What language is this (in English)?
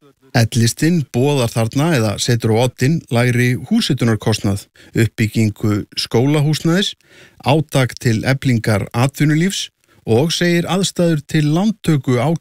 Icelandic